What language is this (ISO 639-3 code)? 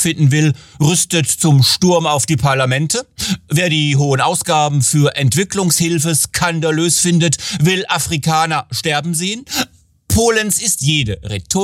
deu